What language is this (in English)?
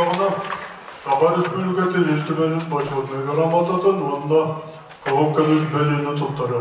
Yakut